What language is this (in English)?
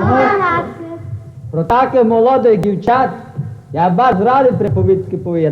Rusyn